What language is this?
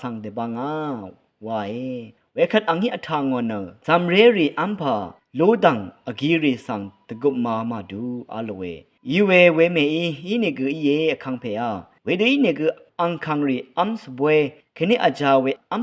Rawang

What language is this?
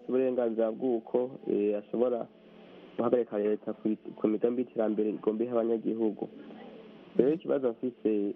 Kinyarwanda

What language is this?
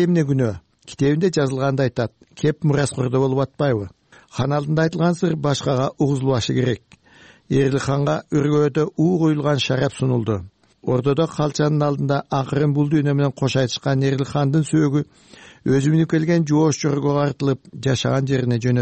Kyrgyz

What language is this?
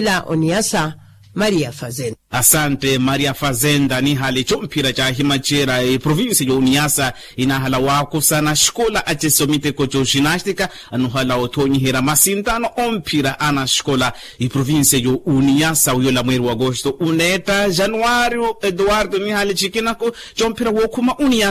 Makhuwa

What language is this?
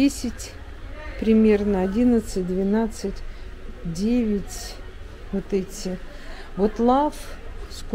Russian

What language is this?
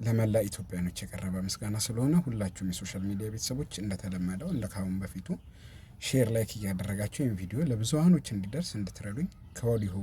Amharic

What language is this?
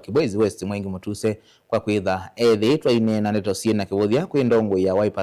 Kamba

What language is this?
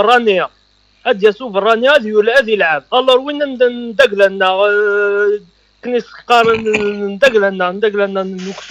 Kabyle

